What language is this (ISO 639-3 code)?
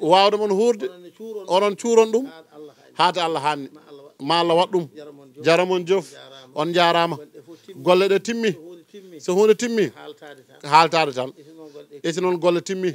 ful